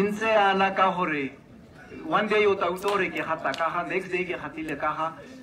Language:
Tswana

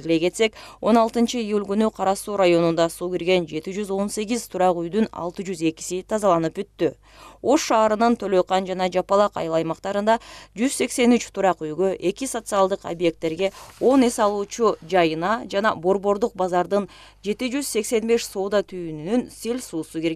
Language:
Kyrgyz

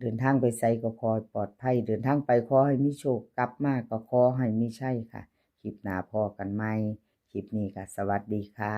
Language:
Northeastern Thai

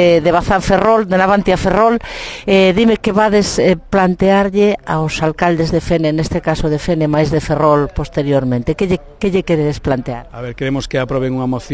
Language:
Galician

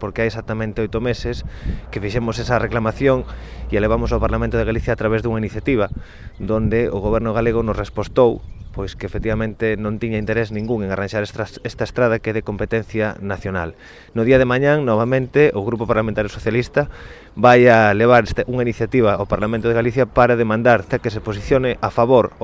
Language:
Galician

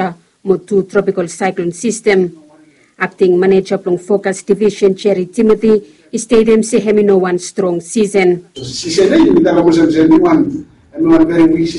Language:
Bislama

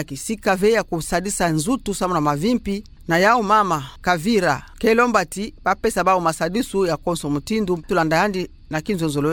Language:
Kituba (Democratic Republic of Congo)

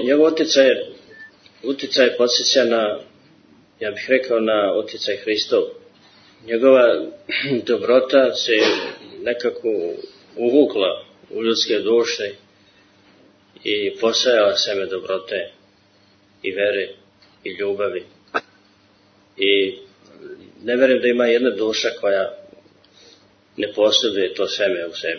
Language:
Serbian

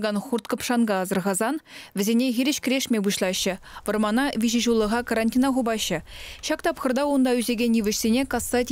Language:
Chuvash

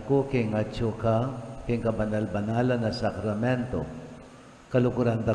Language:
Pampanga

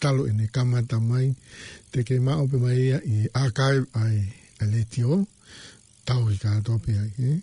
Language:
Tongan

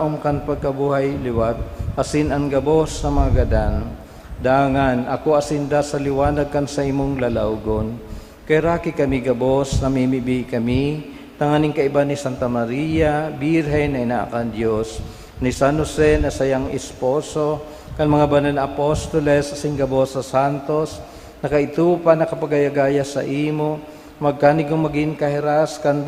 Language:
Bikol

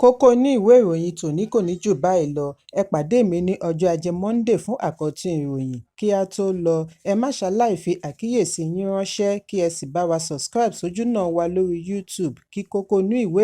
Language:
Yoruba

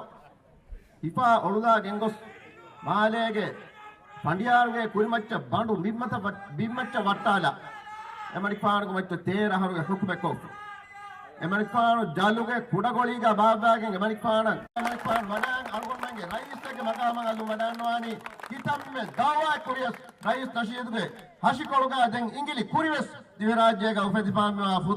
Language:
Divehi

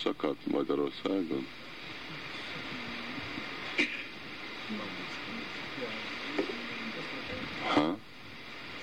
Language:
Hungarian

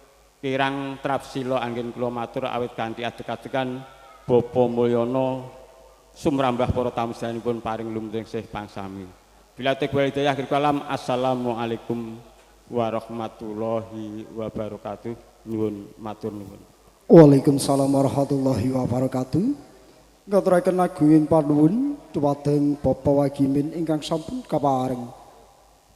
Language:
Javanese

